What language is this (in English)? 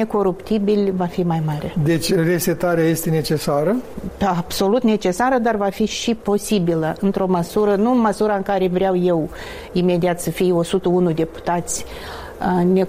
Romanian